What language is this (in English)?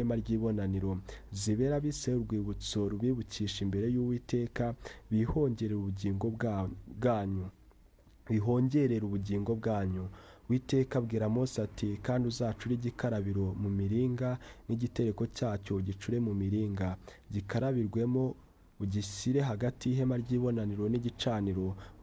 Kinyarwanda